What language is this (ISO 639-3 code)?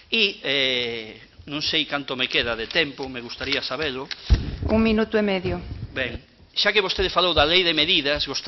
glg